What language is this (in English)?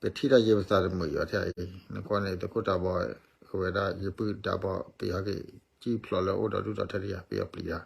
S'gaw Karen